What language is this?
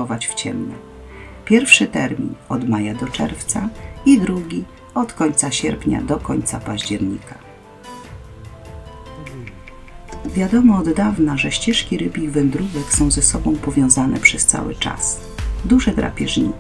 Polish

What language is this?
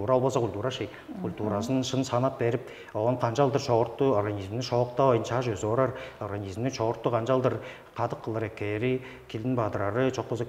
Tuvinian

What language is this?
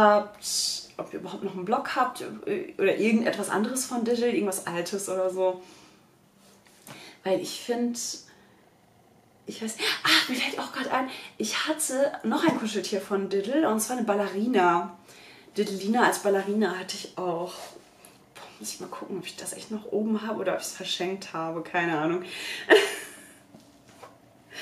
German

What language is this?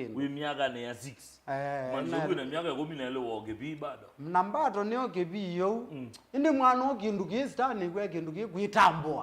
Kamba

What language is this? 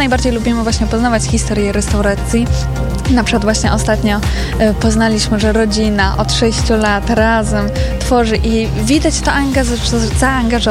Polish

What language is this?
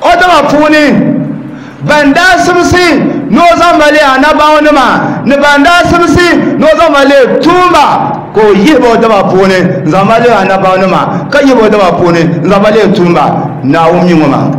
Dagbani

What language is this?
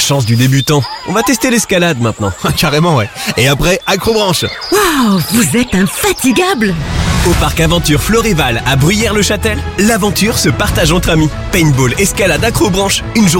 French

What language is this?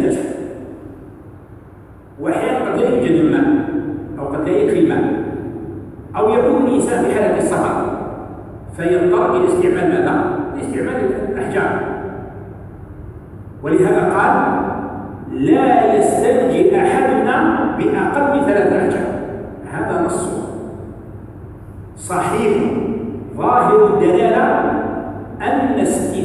Arabic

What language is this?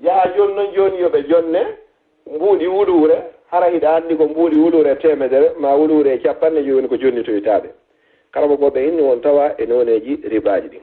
Fula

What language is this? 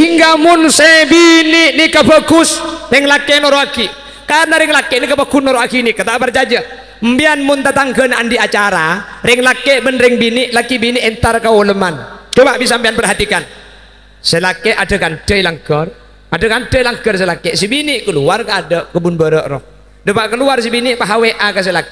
Madurese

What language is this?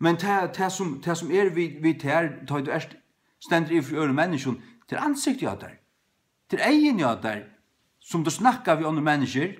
Faroese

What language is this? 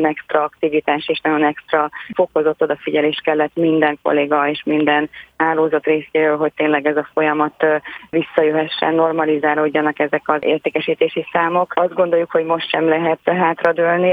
Hungarian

